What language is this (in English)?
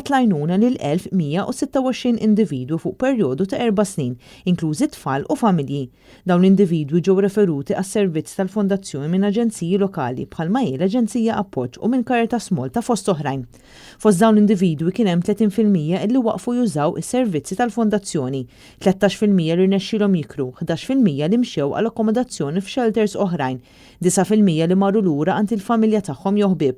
Maltese